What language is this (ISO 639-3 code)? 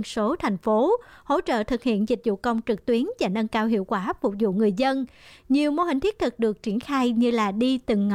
vie